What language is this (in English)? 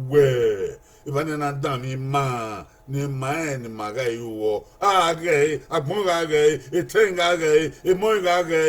Bini